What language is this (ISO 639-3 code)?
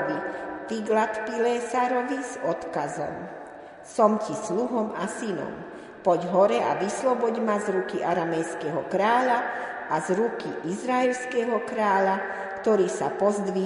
slk